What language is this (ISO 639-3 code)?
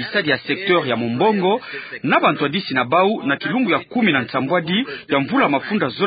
ktu